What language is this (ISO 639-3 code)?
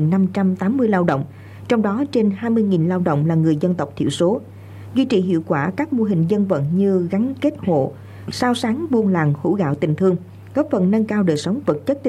vie